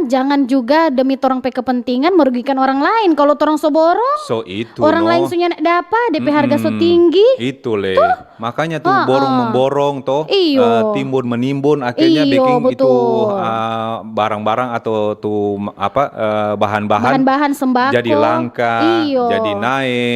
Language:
Manado Malay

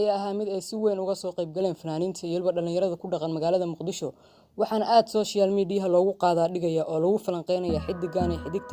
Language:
Somali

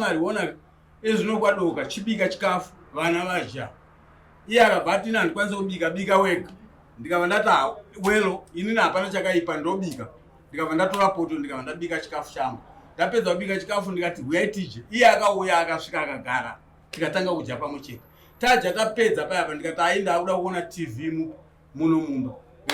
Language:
Shona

